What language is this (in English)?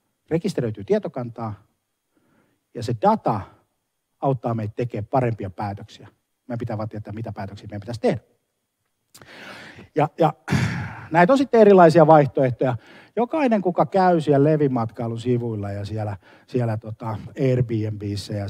Finnish